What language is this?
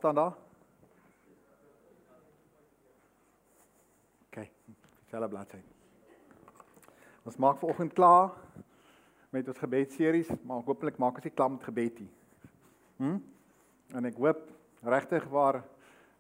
Afrikaans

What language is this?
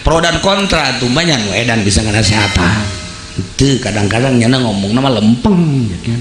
Sundanese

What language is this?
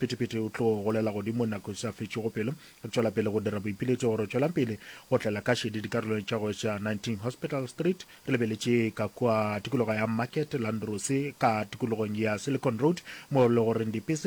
Northern Sotho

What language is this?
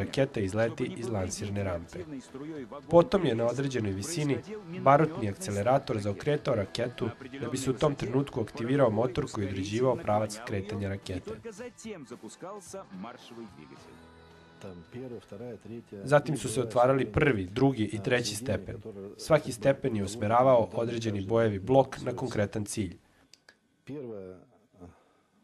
Serbian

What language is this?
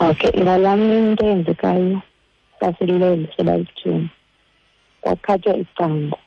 Xhosa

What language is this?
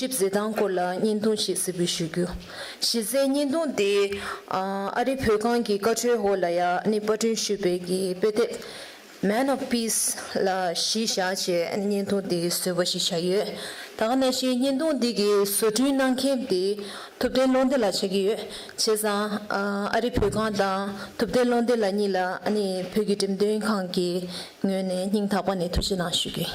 Tibetan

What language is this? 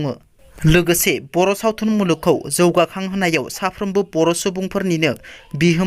Bodo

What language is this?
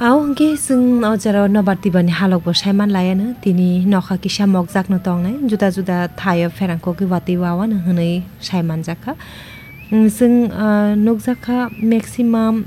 Kok Borok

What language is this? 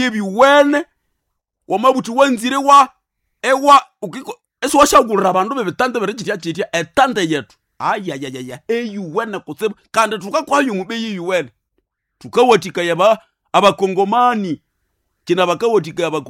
Nande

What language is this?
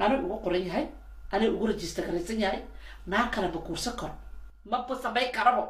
Somali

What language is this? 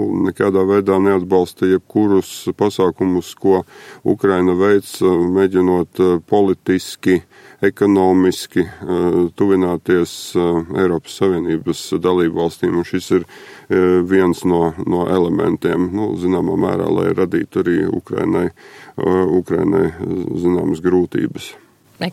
Latvian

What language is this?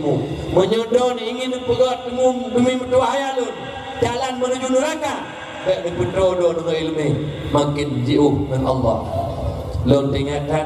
Achinese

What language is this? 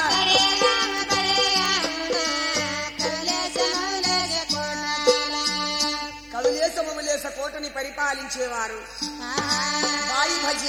Telugu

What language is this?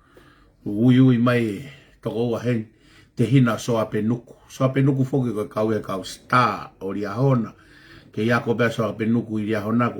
Tongan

